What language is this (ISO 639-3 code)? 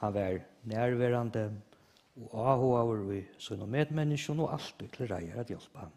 fao